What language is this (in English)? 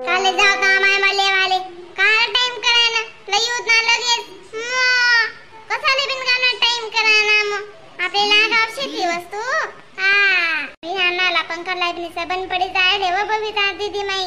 Khandesi